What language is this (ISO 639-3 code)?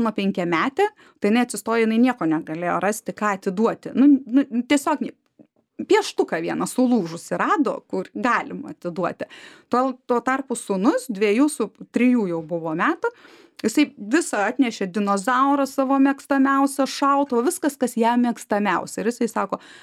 lit